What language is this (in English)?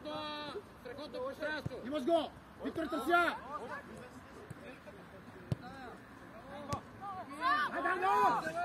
Bulgarian